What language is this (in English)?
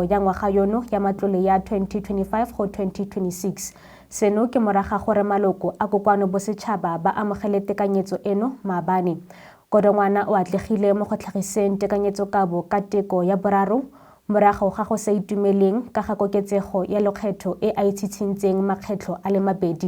Tswana